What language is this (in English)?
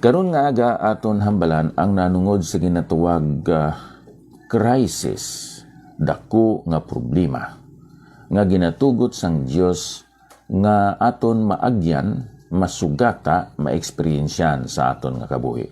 Hiligaynon